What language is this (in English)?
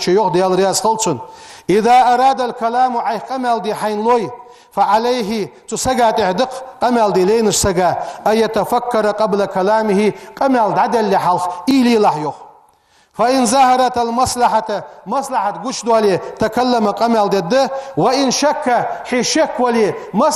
Ingush